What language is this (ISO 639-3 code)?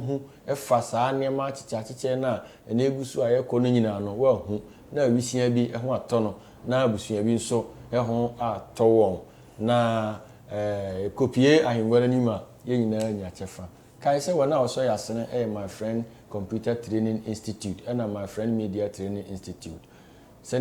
aka